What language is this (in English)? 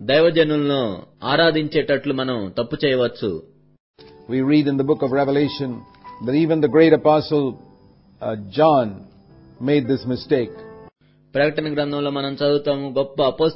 Telugu